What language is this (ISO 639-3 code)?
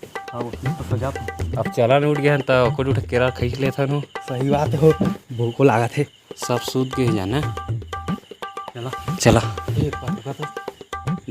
hne